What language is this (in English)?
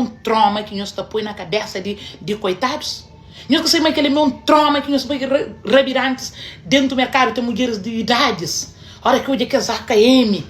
Kabuverdianu